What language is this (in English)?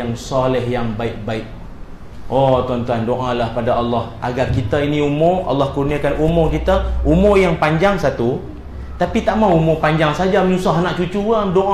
Malay